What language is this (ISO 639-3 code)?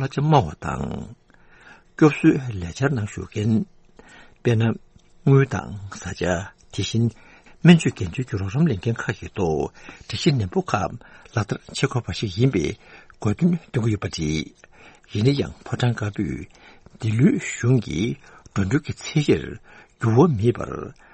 bod